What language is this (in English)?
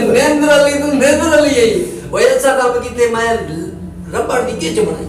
Saraiki